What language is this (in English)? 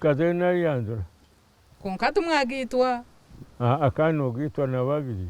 Nyankole